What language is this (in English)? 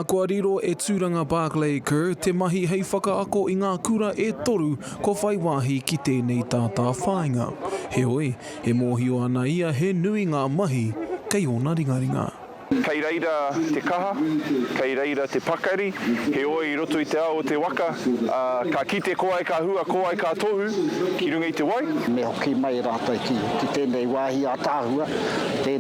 Māori